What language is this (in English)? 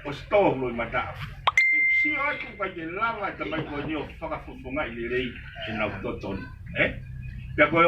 Tongan